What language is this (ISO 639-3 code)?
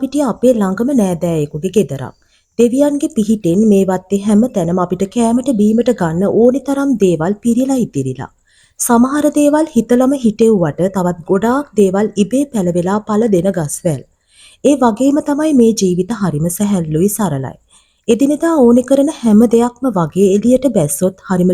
sin